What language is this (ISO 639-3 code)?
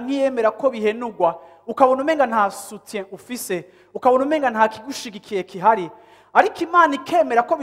run